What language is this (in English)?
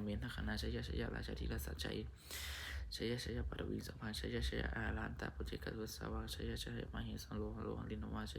Pali